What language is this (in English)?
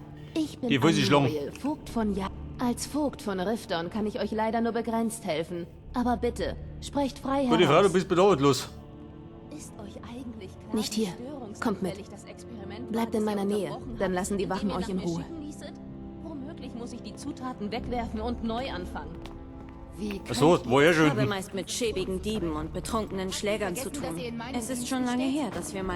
Bavarian